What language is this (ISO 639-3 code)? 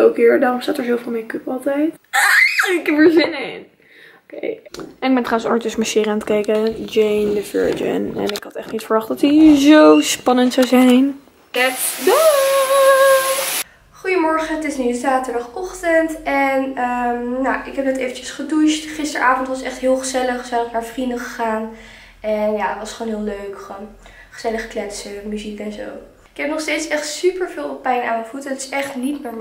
nld